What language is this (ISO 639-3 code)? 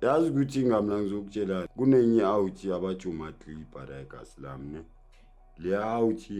zul